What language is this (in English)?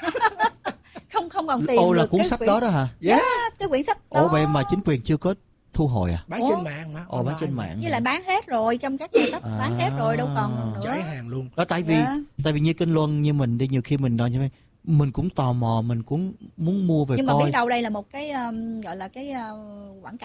Vietnamese